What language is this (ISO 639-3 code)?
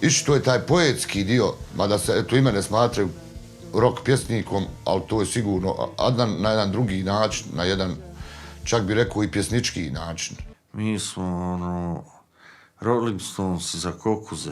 bos